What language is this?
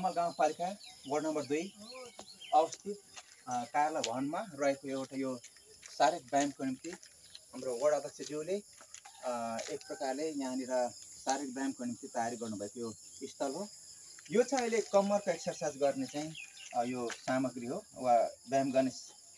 Nepali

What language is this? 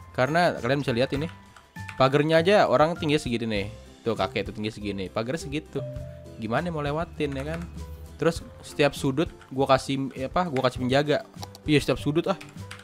Indonesian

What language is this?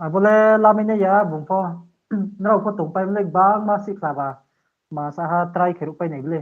Riang (India)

